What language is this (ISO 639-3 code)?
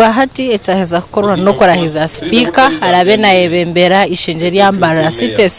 nyn